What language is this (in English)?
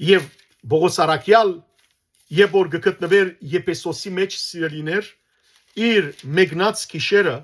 Western Armenian